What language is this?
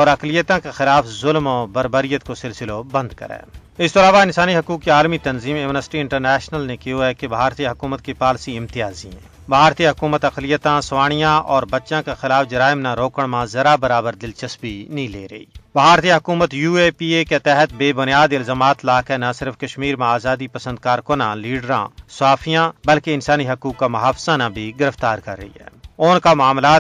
Gujari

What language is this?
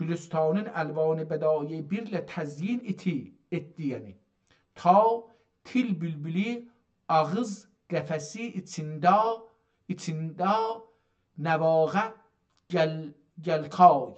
South Azerbaijani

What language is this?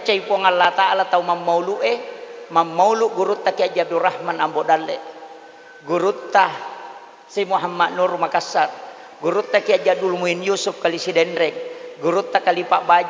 Buginese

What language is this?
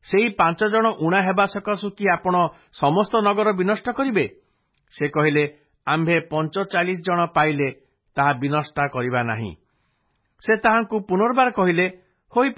Odia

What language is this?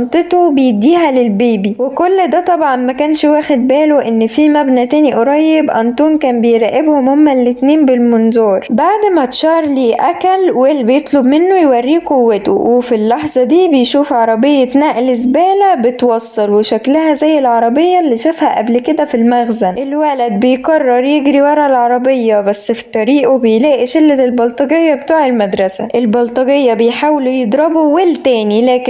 Egyptian Arabic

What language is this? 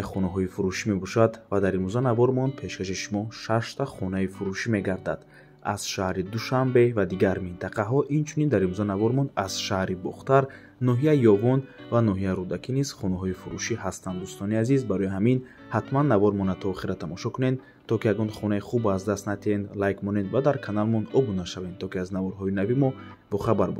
Tajik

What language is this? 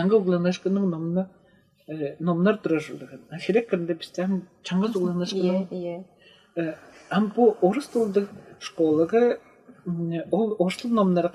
Tuvinian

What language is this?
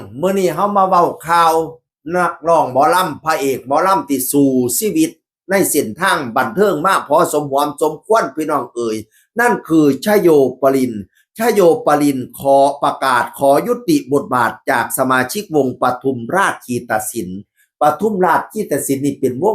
Northeastern Thai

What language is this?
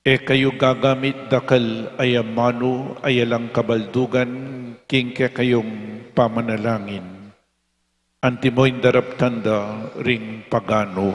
Pampanga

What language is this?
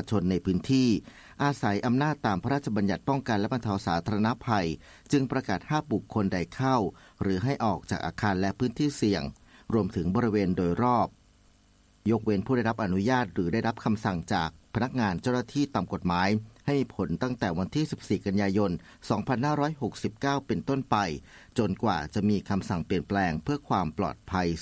Thai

